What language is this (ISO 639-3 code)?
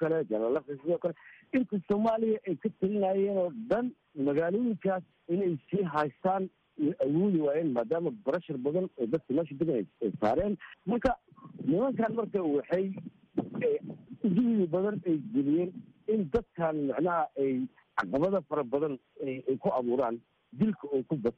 som